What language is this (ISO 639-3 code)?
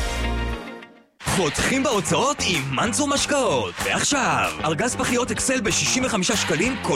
heb